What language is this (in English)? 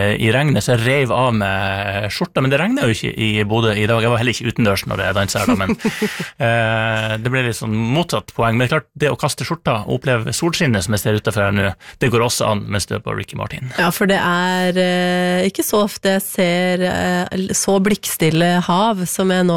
Norwegian